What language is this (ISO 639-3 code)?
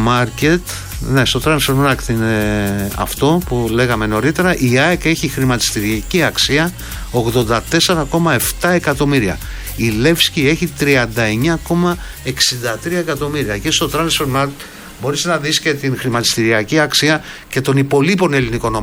ell